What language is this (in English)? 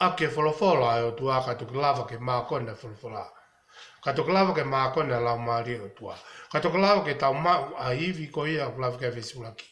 Tongan